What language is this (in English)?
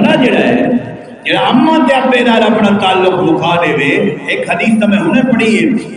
Saraiki